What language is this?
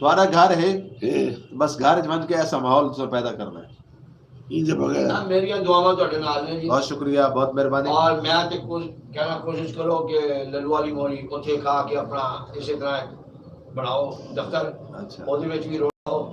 Saraiki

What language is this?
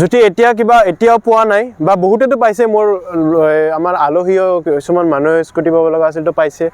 Assamese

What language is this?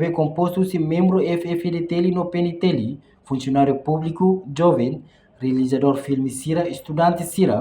Tetum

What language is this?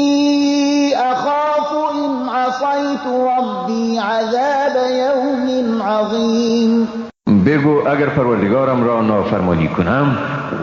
Persian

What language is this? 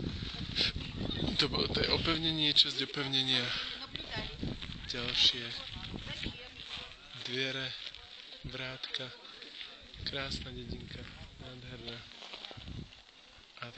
Slovak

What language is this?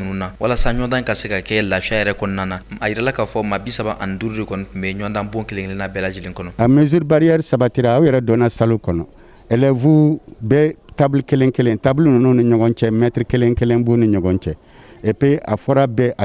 Bambara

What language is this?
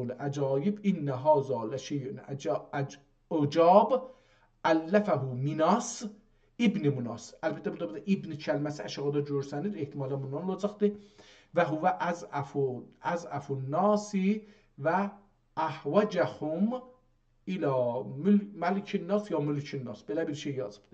South Azerbaijani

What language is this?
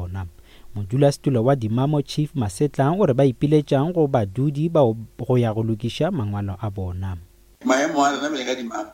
Northern Sotho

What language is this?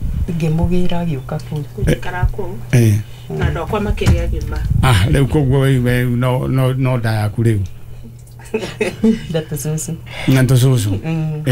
Kikuyu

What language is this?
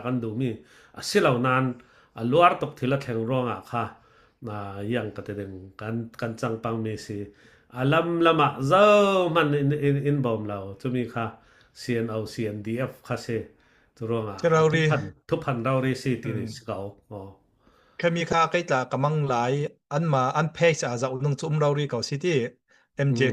Falam Chin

